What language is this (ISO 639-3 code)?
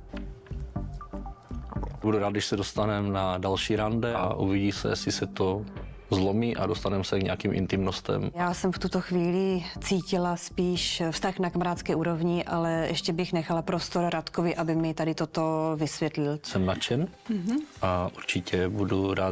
ces